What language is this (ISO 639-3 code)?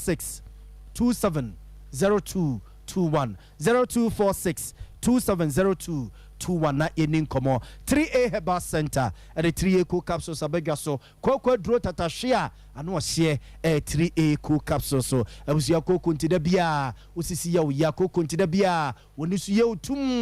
aka